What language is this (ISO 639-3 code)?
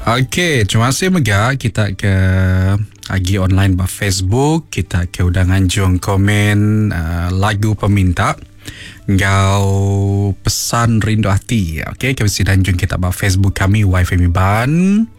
iba